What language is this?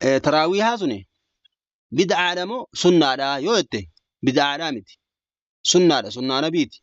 Oromo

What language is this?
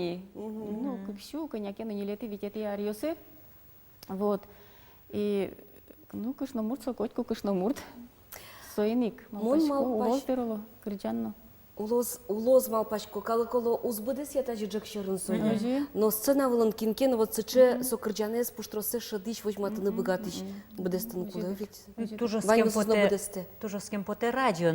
Udmurt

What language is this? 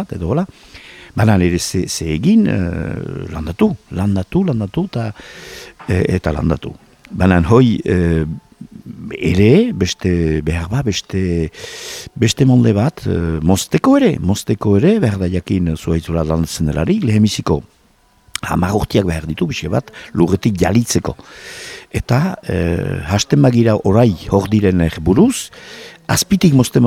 Basque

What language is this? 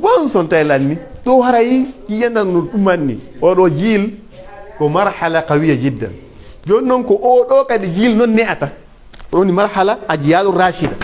Pular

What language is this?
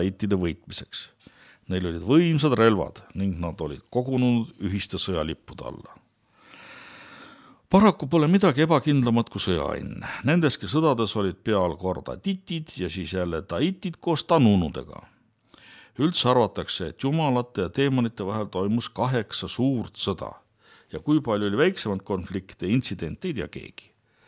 Estonian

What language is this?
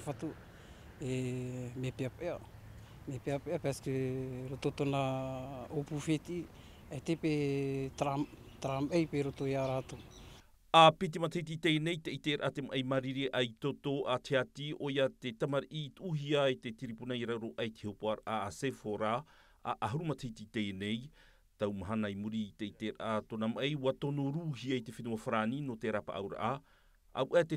Tahitian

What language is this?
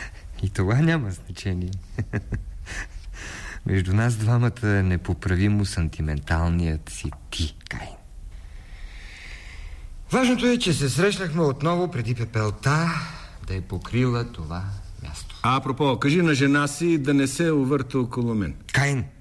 Bulgarian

